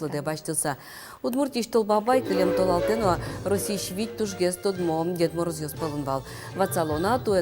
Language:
Udmurt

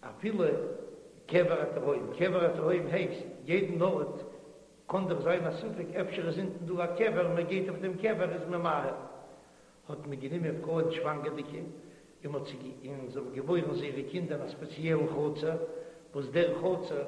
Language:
Yiddish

